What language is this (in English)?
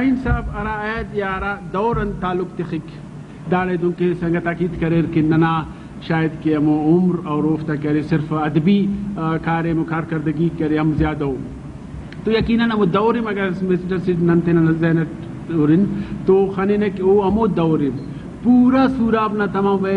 Brahui